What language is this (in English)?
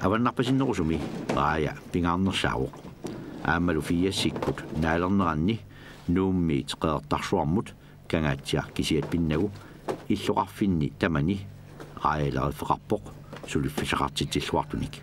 Kalaallisut